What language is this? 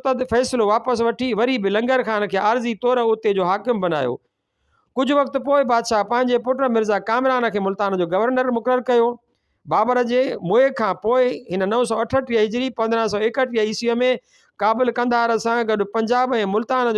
Sindhi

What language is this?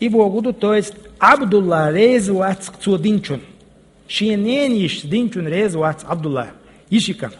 Chechen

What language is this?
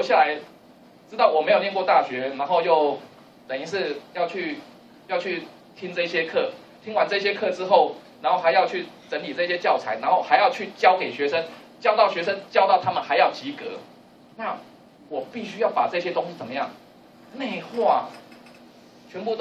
Chinese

